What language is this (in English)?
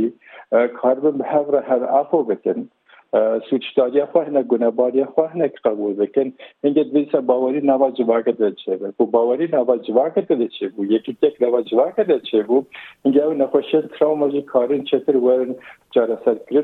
Kurdish